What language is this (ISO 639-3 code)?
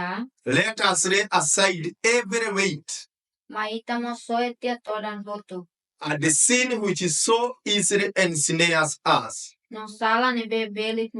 tet